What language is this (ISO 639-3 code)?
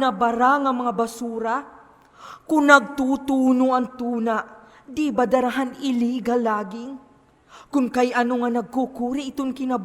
war